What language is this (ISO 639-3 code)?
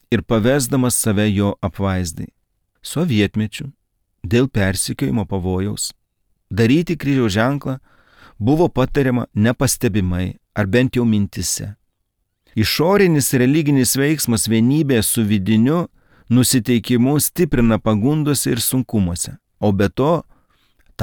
lit